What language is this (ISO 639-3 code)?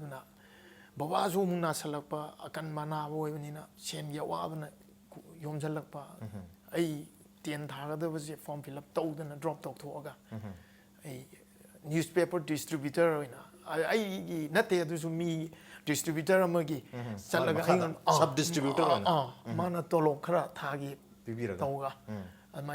mni